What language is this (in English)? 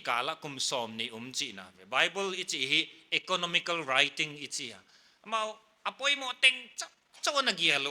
Paite Chin